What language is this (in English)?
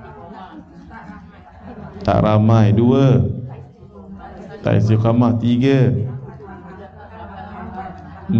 Malay